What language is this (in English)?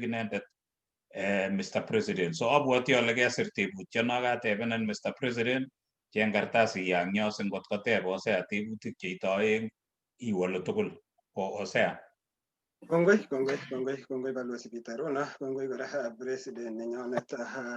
Kalenjin